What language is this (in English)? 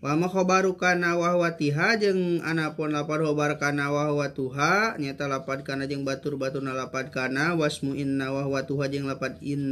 Sundanese